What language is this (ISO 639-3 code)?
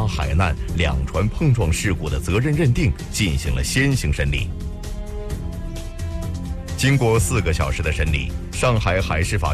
zho